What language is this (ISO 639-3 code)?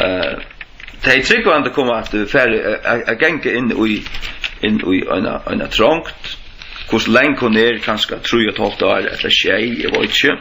fao